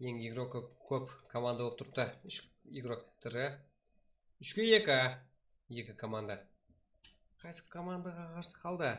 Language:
Kara-Kalpak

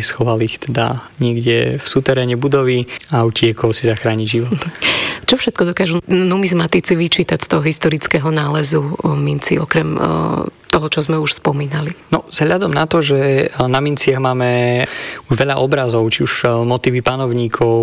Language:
Slovak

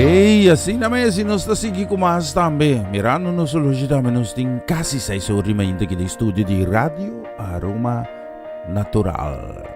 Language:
Papiamento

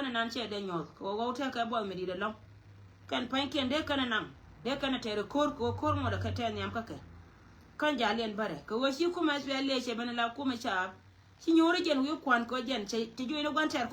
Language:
Nuer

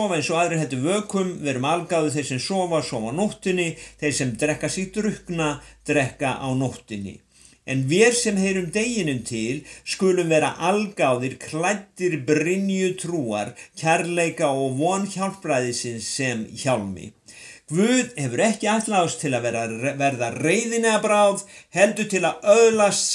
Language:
Icelandic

